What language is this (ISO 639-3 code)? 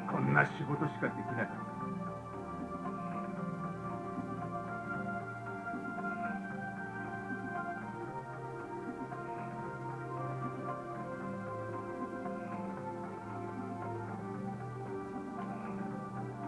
jpn